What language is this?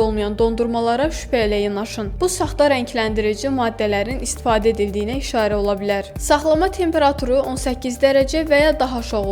Azerbaijani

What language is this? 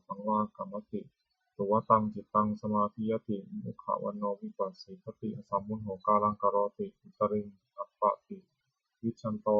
Pali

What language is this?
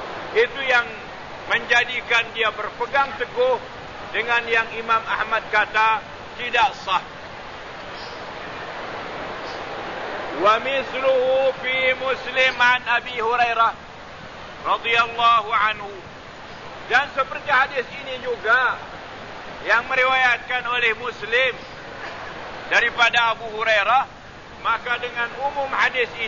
Malay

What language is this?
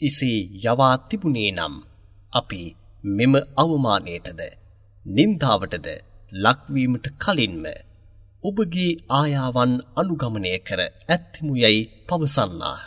Sinhala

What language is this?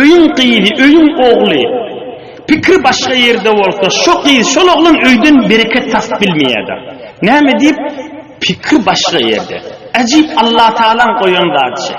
Turkmen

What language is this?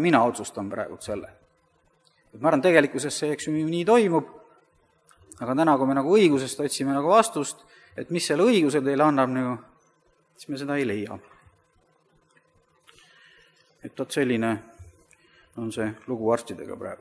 Estonian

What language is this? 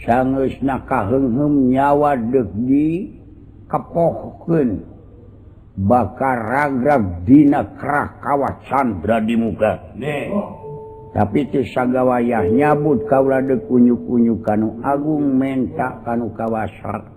Sundanese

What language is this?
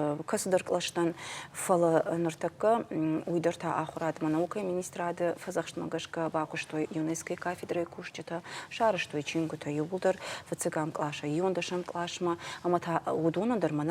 Ossetic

